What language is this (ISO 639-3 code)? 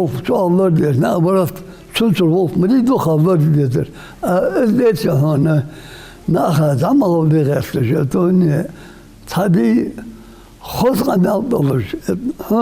inh